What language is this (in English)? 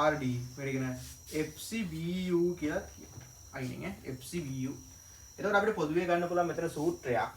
Sinhala